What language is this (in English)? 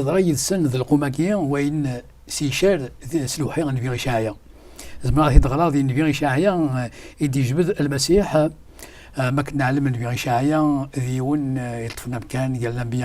Kabyle